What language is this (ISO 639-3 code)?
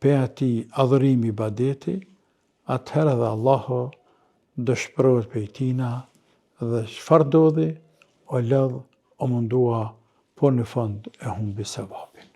sqi